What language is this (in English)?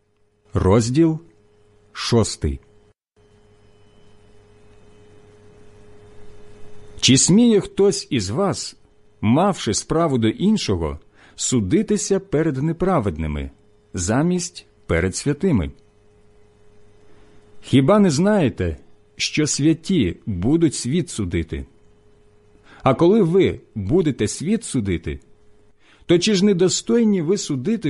Ukrainian